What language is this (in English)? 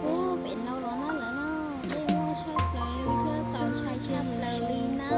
Hmong